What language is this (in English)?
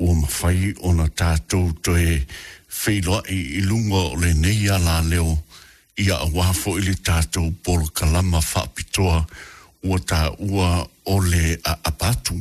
Samoan